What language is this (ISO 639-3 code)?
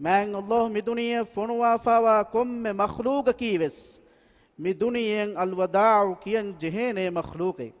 div